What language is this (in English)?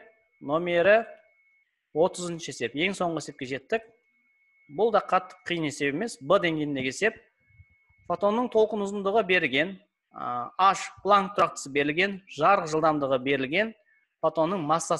Kazakh